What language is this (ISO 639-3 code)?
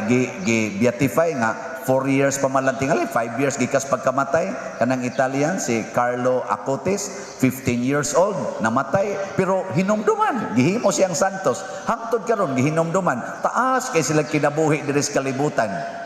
ceb